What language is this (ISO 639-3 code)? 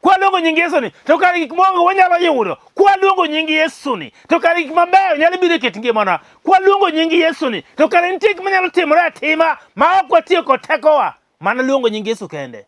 luo